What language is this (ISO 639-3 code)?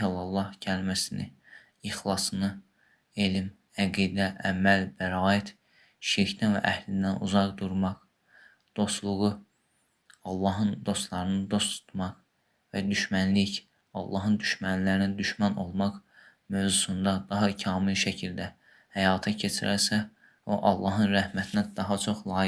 aze